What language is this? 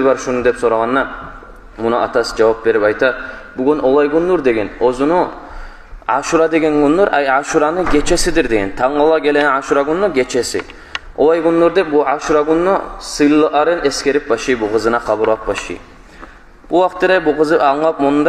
Kumyk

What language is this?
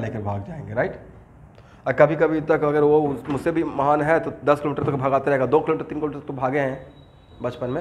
Hindi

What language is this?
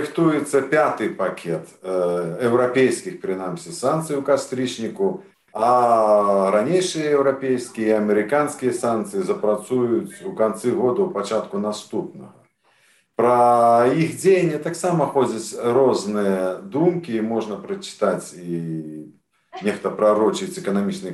Belarusian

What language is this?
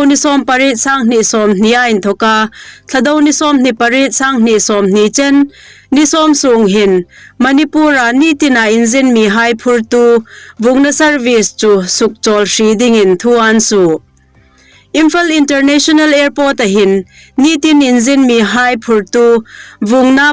Hmar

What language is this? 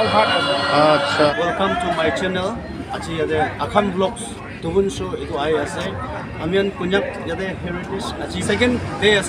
Naga Pidgin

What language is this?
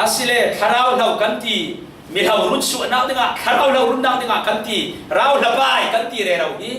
Falam Chin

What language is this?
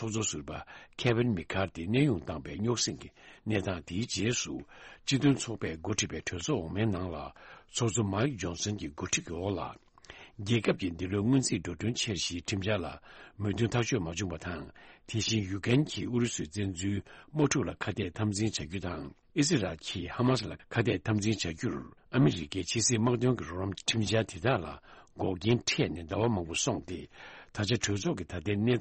Tibetan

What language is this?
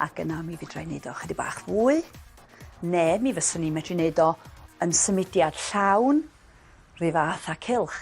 Welsh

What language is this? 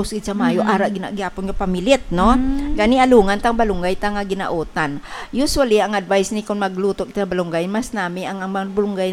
Hiligaynon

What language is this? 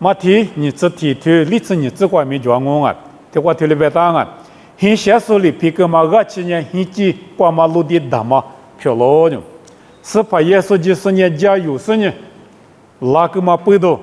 Lisu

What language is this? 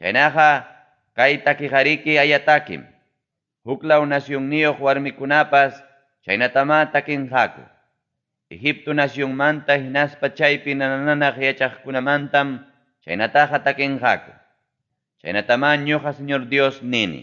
Ayacucho Quechua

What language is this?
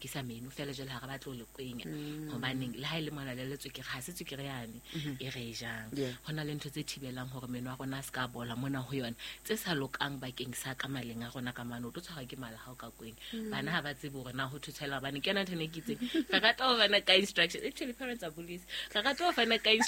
Southern Sotho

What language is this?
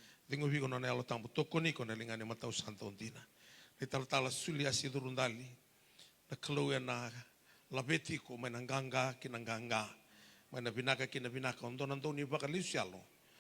Fijian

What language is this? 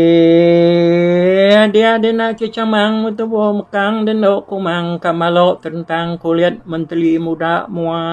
Iban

